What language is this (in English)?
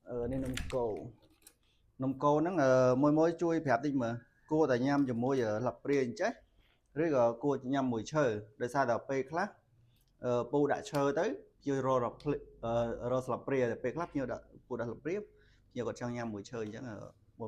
Khmer